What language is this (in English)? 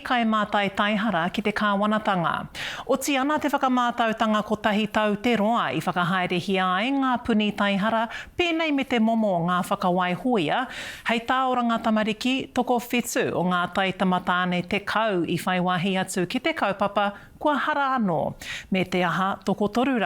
Māori